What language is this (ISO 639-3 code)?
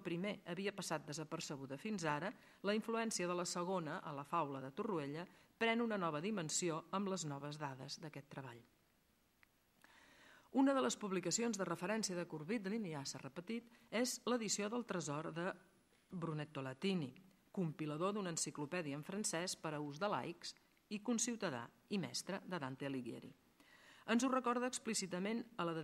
cat